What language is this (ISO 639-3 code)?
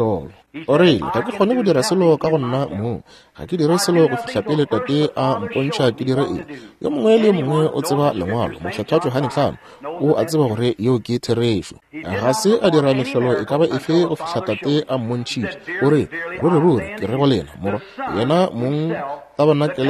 nso